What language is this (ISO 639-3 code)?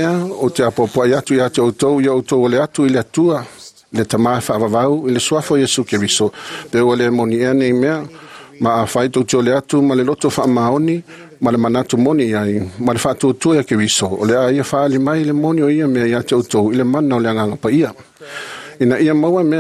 smo